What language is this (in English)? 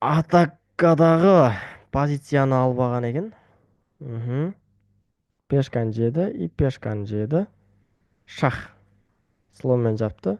Kazakh